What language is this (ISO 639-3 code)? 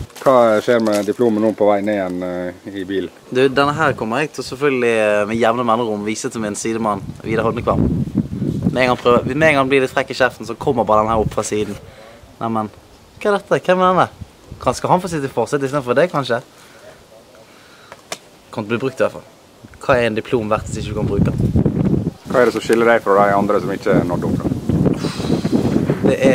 nor